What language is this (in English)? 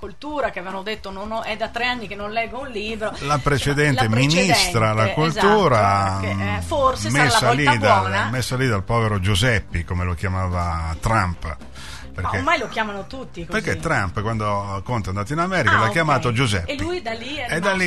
Italian